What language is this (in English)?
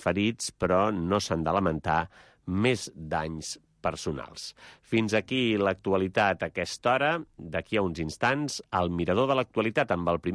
Catalan